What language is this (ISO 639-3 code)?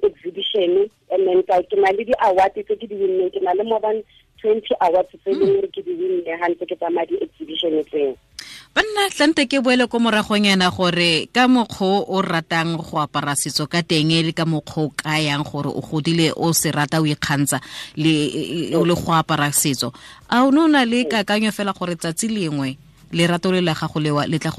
tsn